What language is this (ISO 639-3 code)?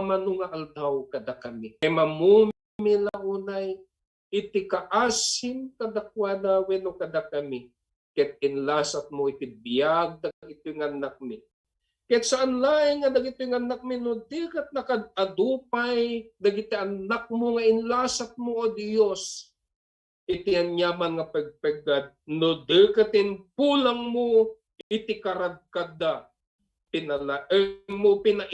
ilo